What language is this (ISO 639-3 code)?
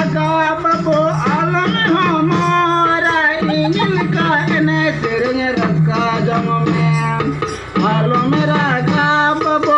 sat